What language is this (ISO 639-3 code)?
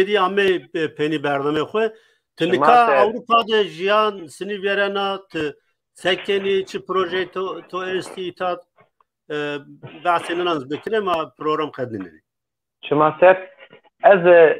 zza